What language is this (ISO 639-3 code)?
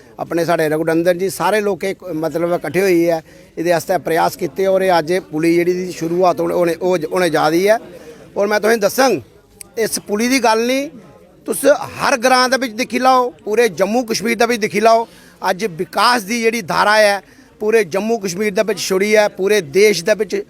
doi